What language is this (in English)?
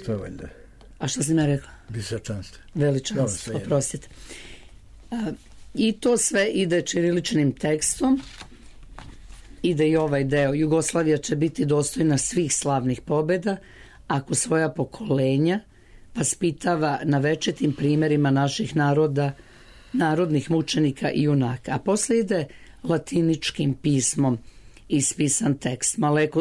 Serbian